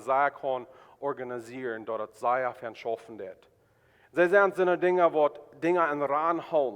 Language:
Plautdietsch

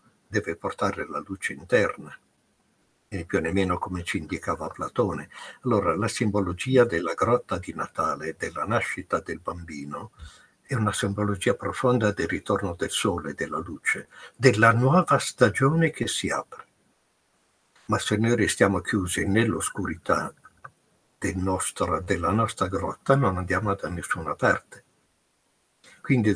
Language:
Italian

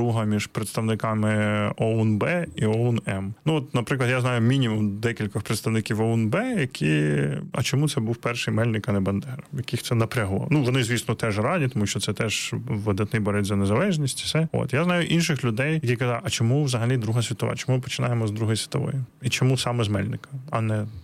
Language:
Ukrainian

